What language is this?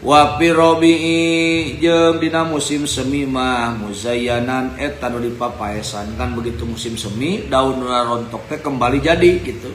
Sundanese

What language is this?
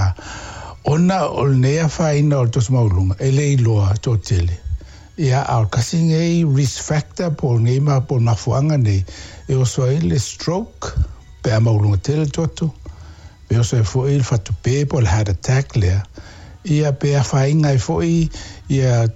Samoan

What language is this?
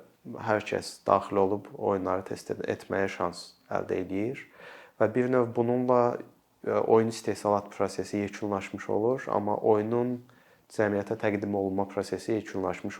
Azerbaijani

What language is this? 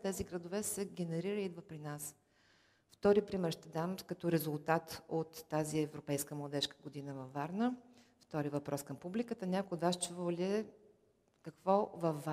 Bulgarian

